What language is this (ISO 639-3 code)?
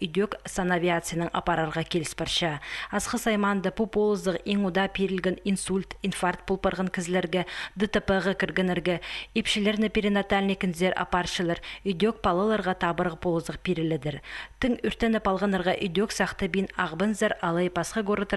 kjh